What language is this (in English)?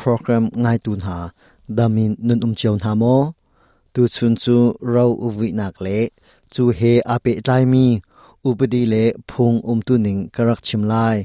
Hakha Chin